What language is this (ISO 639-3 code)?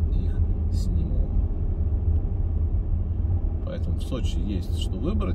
rus